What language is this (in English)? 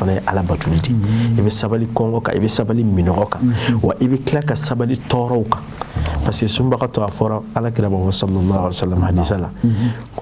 Bambara